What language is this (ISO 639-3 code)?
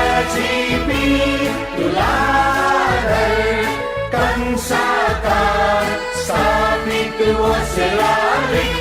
new